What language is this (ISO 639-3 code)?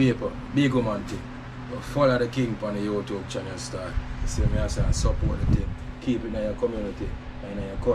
jam